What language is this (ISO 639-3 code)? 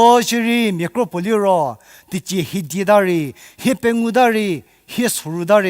njm